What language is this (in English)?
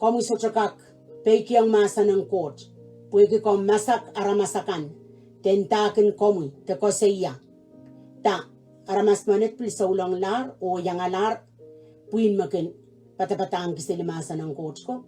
Pohnpeian